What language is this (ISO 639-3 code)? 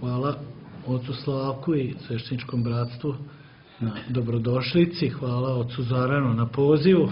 srp